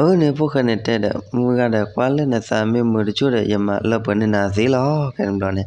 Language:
S'gaw Karen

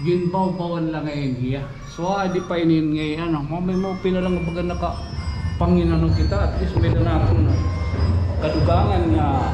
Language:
Waray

